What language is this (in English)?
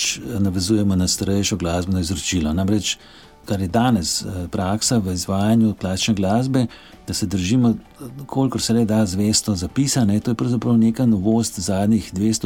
Slovenian